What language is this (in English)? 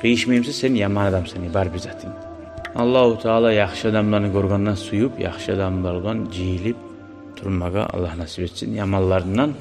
Kumyk